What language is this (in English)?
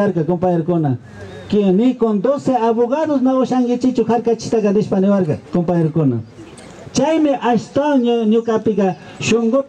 Imbabura Highland Quichua